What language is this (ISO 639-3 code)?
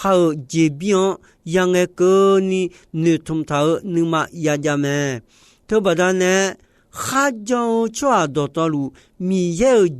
ahk